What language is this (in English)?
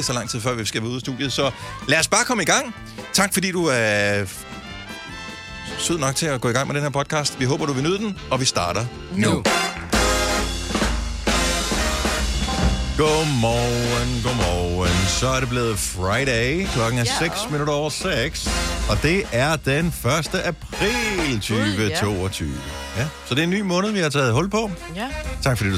Danish